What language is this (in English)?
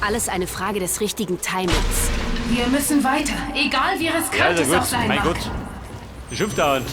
Bavarian